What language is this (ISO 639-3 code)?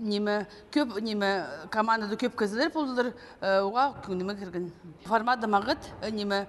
kjh